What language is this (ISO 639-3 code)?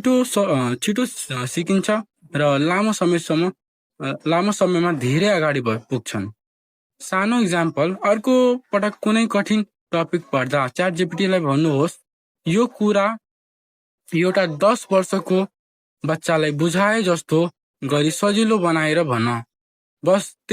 nep